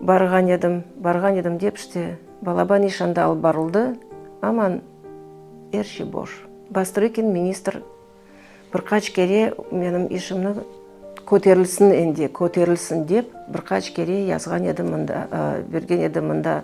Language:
Crimean Tatar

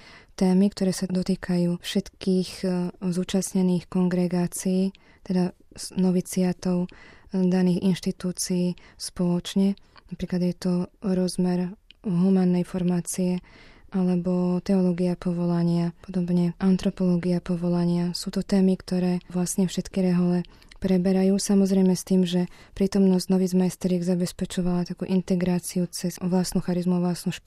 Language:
Slovak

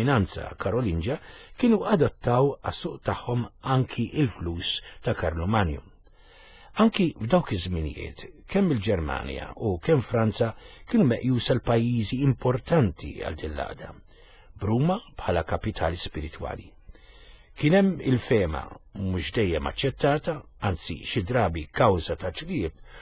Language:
Maltese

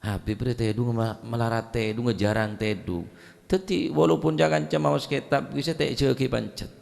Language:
Madurese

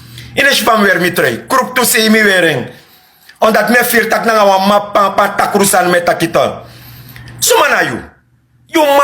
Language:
Sranan Tongo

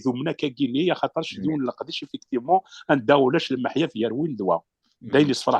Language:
Kabyle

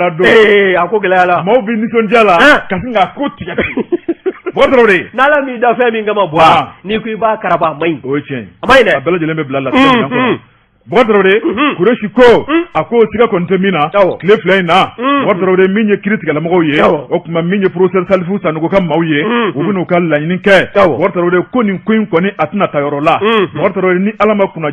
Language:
Bambara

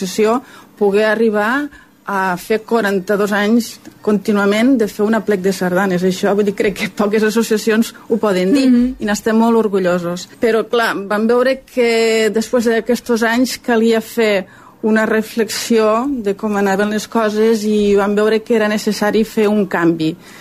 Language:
Catalan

